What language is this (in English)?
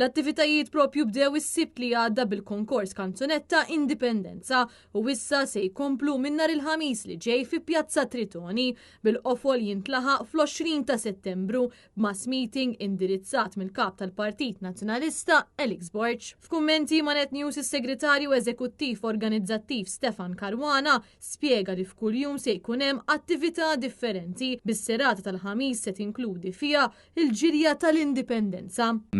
Maltese